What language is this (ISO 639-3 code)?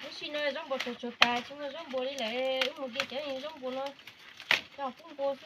hmn